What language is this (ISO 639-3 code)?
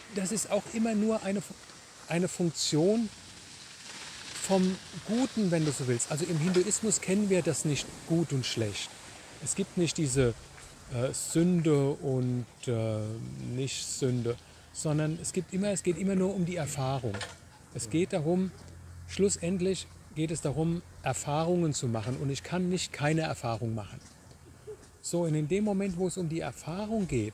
deu